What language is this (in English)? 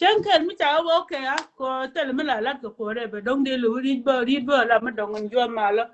Nuer